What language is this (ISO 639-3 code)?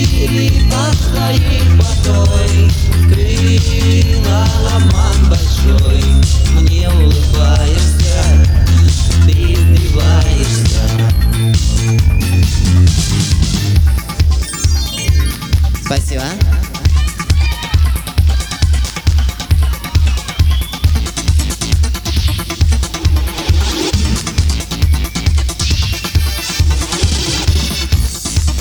rus